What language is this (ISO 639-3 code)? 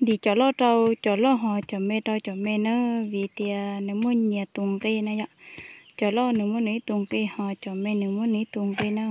hmn